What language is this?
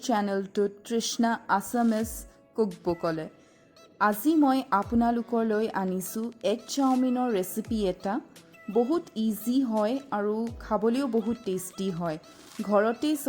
Assamese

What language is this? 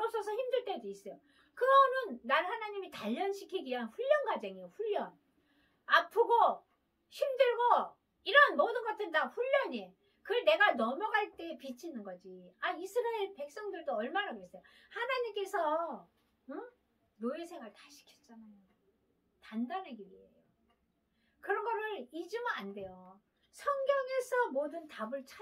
Korean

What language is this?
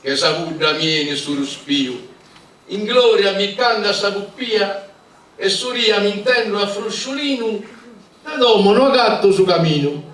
Sardinian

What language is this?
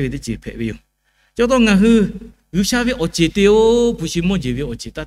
Lahu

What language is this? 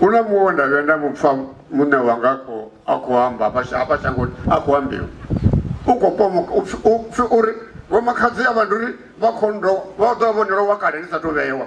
Venda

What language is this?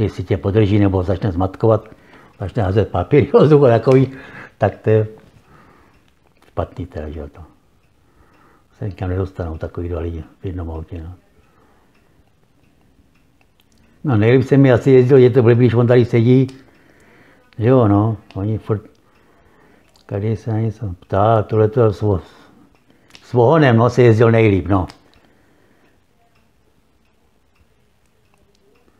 Czech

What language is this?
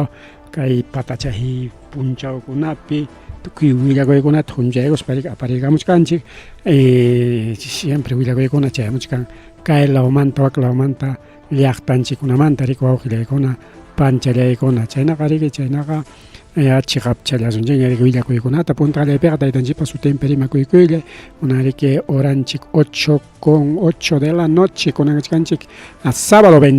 Ayacucho Quechua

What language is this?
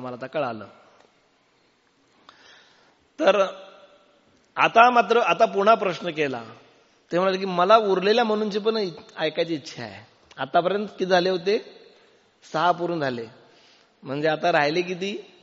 Marathi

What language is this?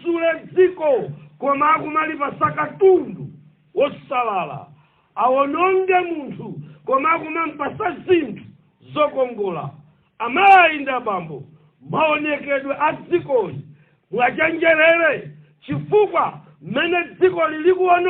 Nyanja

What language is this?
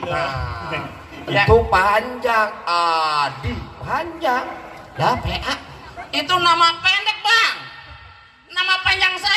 Betawi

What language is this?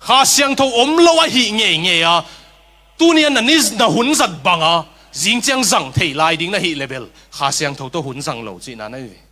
Tedim Chin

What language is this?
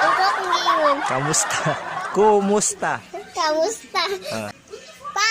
Cebuano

